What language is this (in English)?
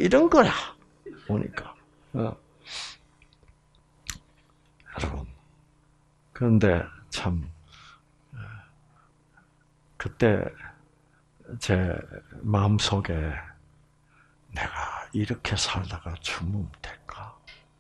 Korean